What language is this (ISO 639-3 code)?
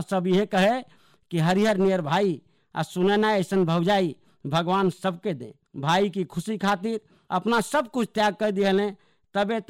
bho